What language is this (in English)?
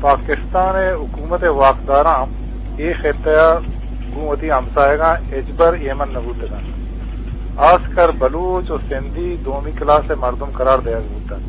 Eastern Balochi